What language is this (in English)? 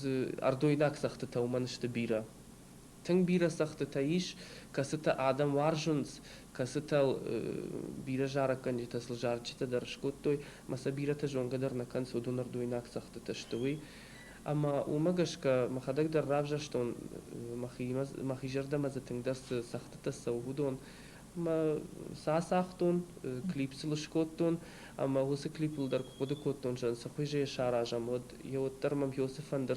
Ossetic